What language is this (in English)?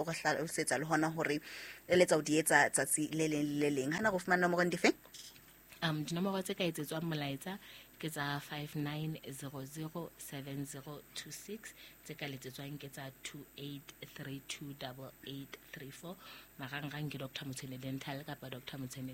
Southern Sotho